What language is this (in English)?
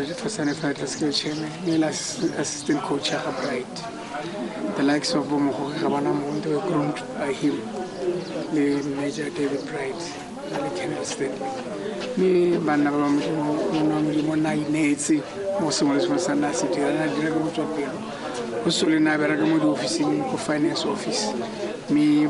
Tswana